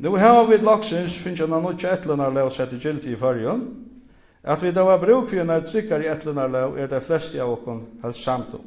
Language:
Faroese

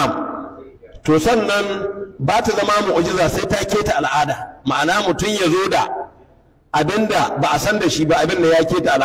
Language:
Hausa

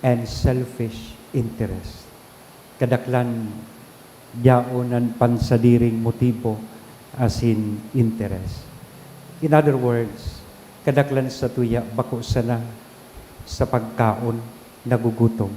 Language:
Bikol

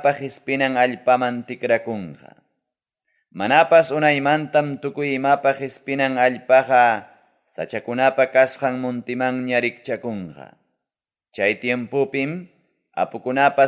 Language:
Ayacucho Quechua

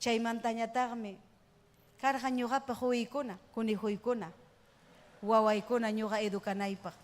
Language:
Ayacucho Quechua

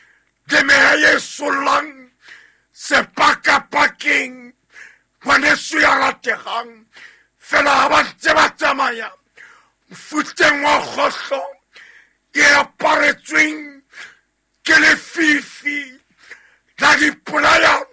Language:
Southern Sotho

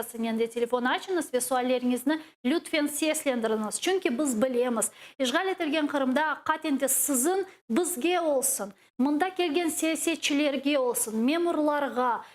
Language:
Crimean Tatar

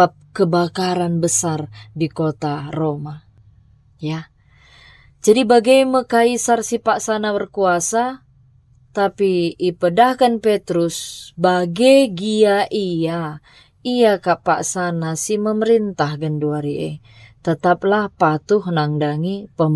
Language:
Batak Karo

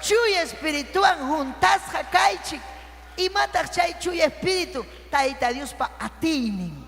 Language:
Ayacucho Quechua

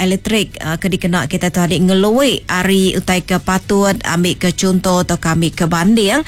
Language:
Iban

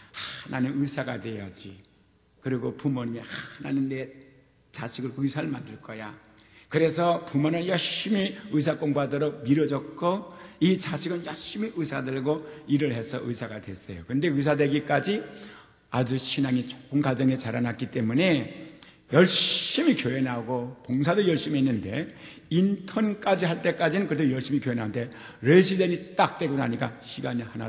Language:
Korean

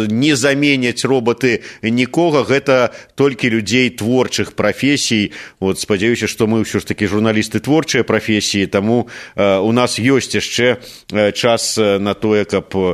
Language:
Belarusian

